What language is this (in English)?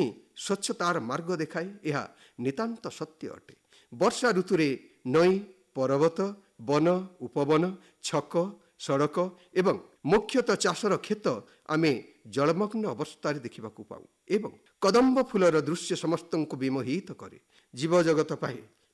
Odia